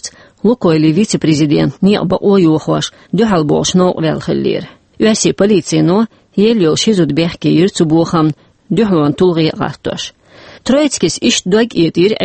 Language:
Chechen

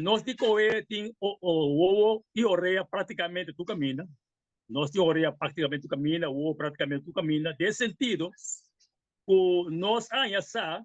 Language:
Papiamento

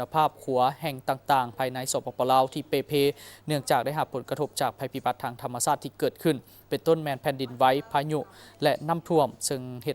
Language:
Lao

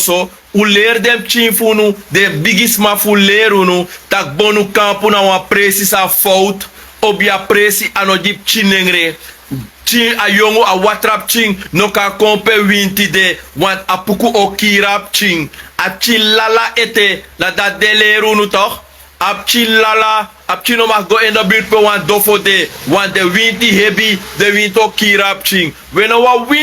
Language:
Sranan Tongo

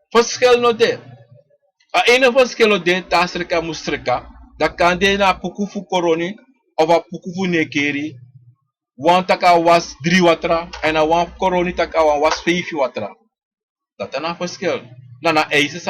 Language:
Sranan Tongo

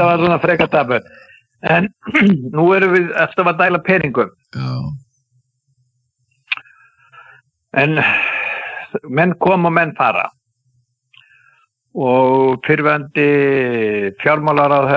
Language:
Icelandic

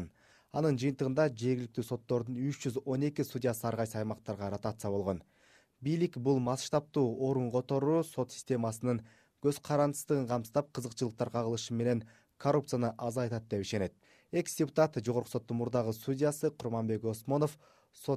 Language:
Kyrgyz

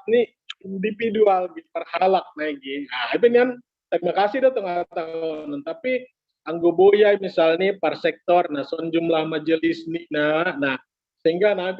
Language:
Batak Simalungun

